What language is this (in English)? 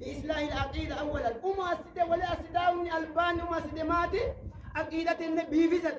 Sidamo